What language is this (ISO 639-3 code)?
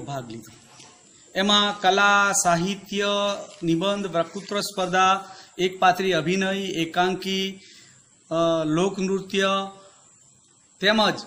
guj